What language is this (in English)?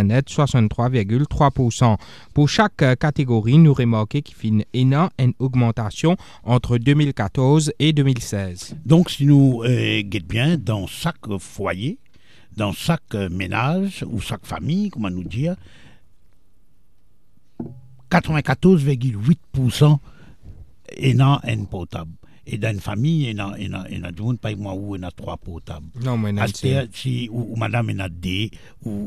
French